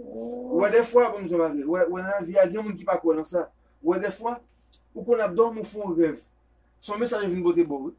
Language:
Haitian Creole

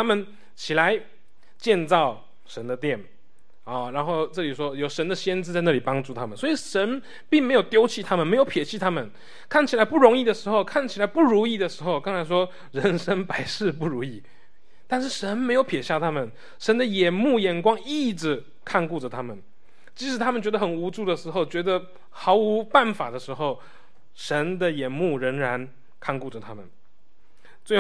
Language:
Chinese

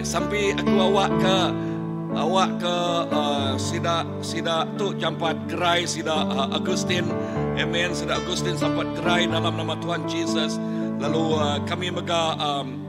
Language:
Iban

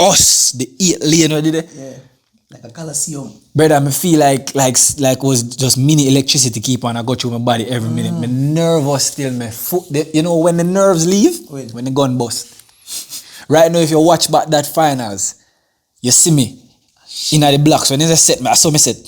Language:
Jamaican Creole English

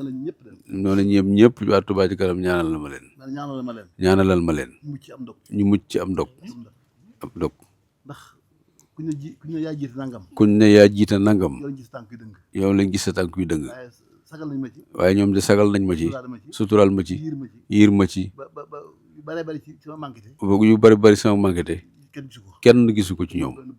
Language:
Wolof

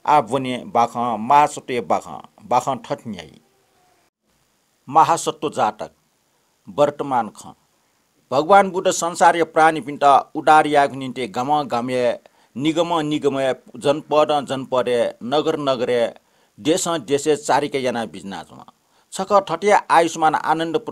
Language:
Newari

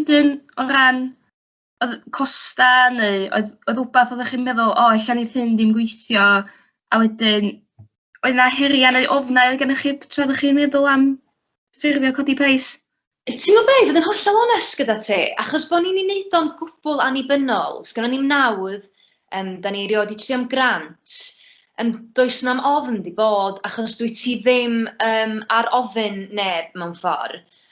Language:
Welsh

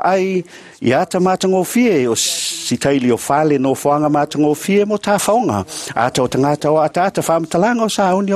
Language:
Samoan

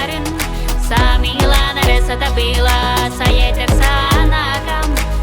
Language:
Yakut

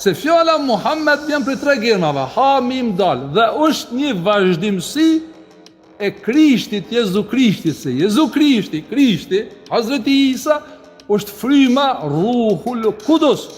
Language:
Albanian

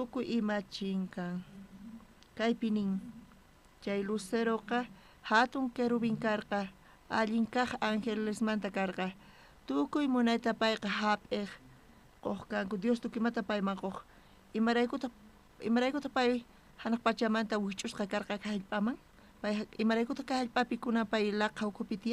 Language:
South Bolivian Quechua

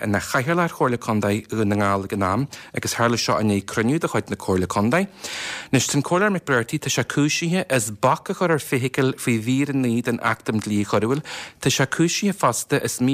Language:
Irish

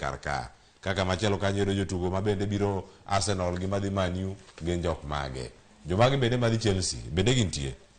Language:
Luo (Kenya and Tanzania)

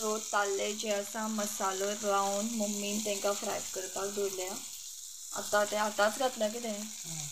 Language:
Konkani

